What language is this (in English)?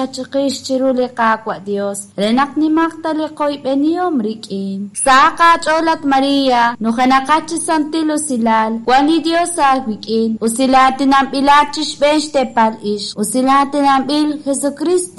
Kekchí